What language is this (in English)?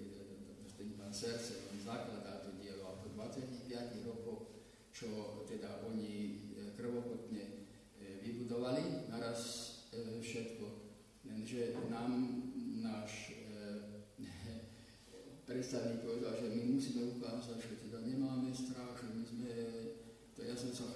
Slovak